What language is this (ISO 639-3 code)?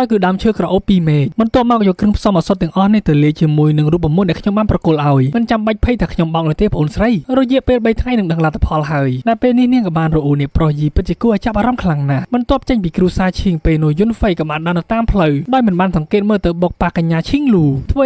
khm